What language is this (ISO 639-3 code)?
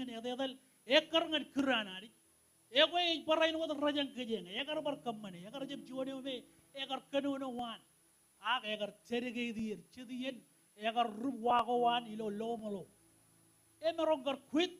mah